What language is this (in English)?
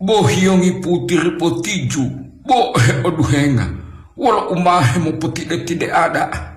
Gorontalo